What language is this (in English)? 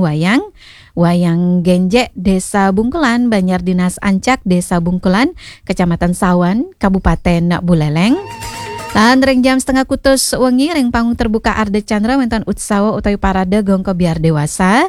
Balinese